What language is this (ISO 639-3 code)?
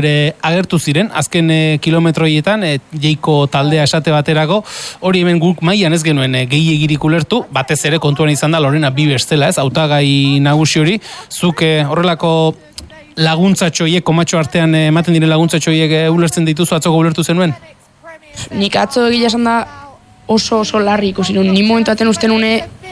eus